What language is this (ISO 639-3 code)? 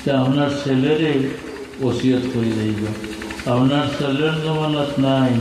syl